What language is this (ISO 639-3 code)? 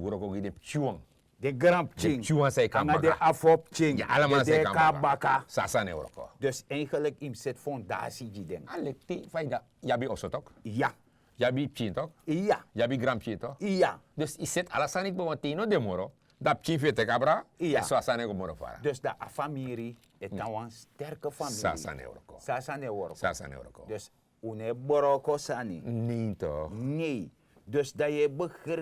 srn